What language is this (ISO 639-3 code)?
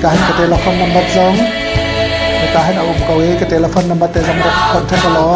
cnh